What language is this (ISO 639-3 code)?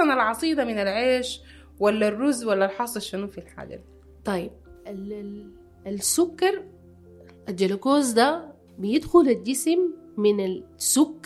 apd